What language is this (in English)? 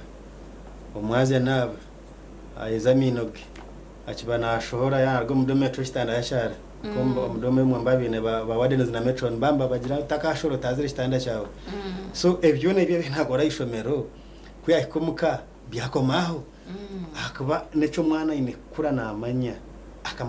Nyankole